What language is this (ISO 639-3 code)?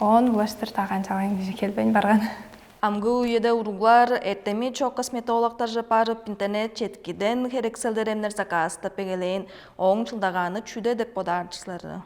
tyv